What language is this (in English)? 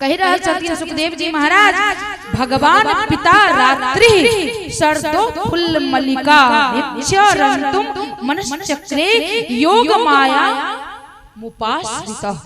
Maithili